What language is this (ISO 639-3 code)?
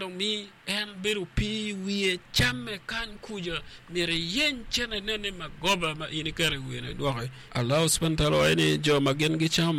ach